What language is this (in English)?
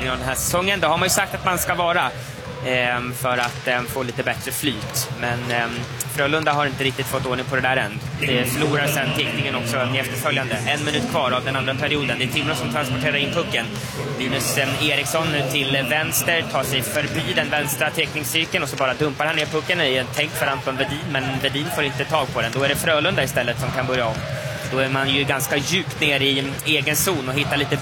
Swedish